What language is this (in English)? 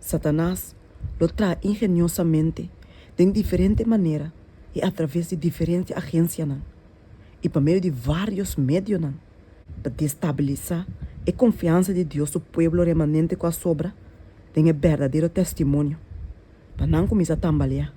Papiamento